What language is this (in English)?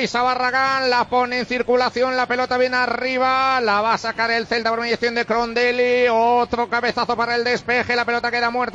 Spanish